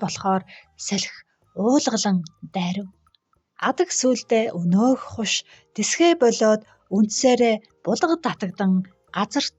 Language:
Mongolian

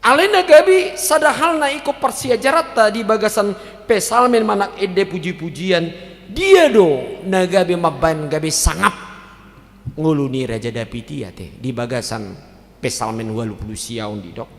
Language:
Batak Toba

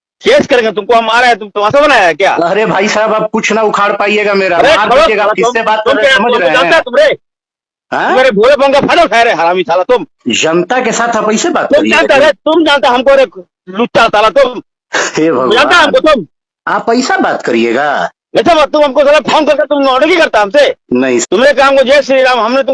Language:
Santali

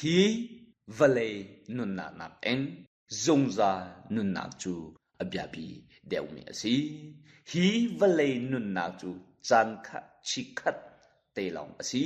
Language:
Hakha Chin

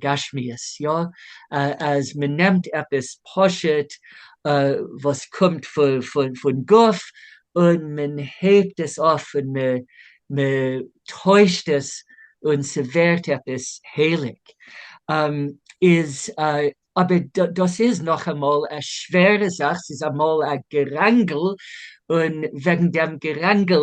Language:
Yiddish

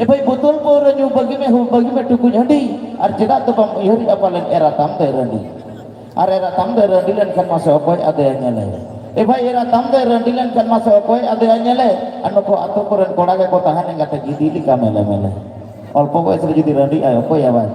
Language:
Santali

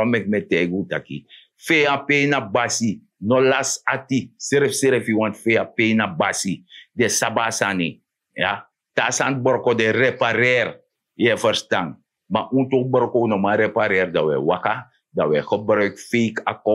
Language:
Sranan Tongo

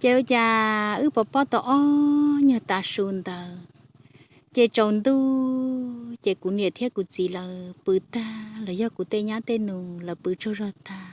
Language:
Hmong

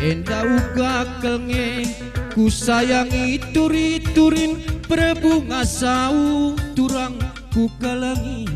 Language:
Batak Karo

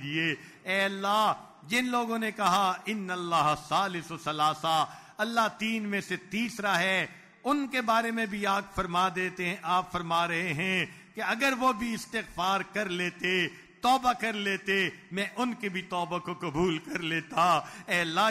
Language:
Urdu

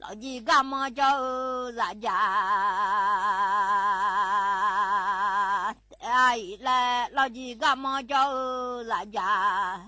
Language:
Akha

